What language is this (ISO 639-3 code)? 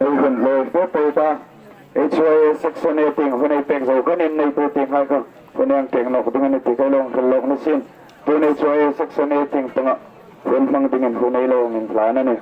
hmr